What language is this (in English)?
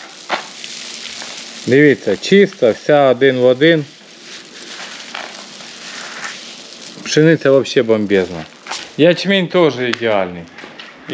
Ukrainian